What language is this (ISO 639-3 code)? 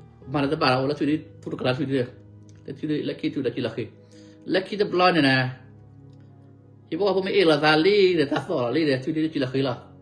ksw